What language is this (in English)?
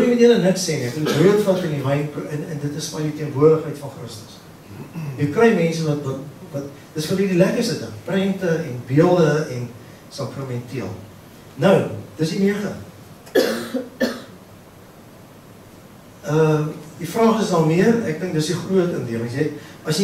Afrikaans